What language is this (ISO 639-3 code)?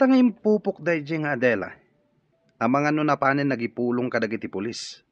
ilo